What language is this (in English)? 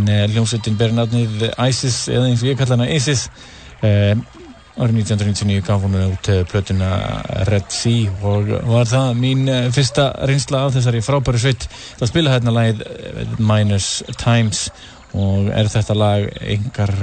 Icelandic